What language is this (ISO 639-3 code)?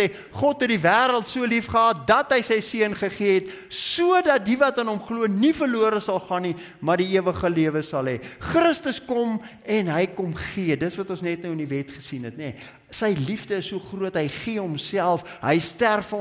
afr